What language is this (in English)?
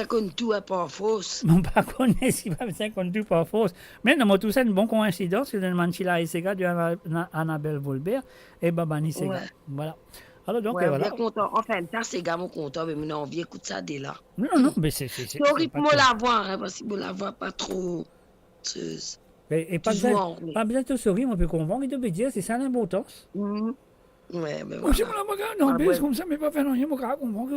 Morisyen